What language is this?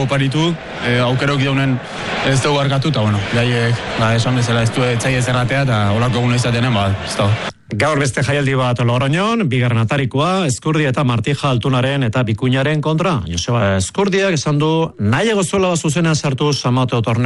Basque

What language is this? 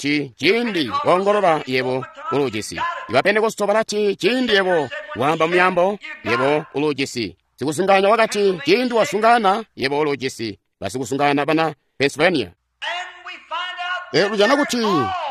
Tonga (Zambia)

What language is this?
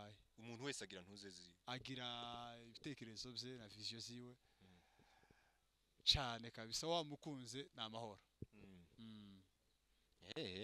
Kinyarwanda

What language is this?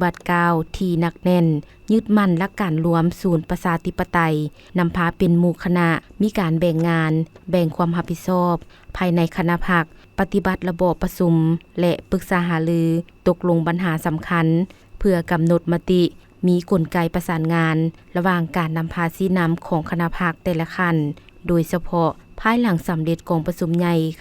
Lao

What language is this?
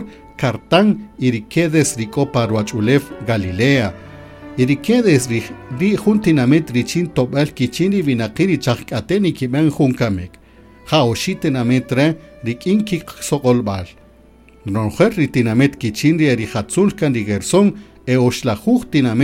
Kaqchikel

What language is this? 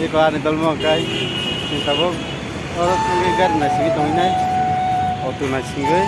Kok Borok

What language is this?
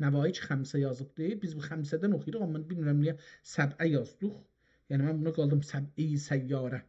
South Azerbaijani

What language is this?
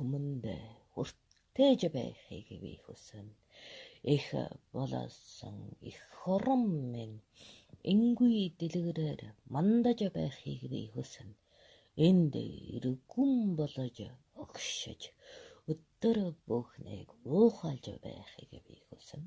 Mongolian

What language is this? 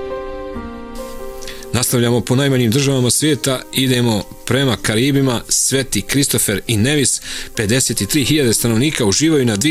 Bosnian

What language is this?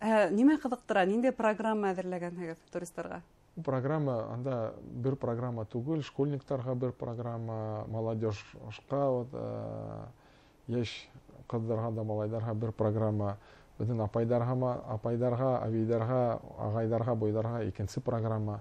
Bashkir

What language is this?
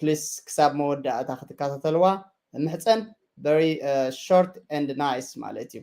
Tigrinya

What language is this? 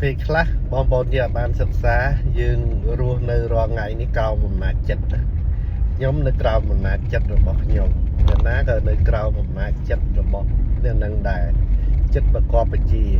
Khmer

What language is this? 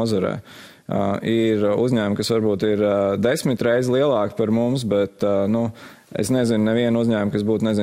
Latvian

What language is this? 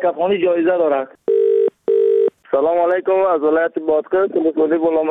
Persian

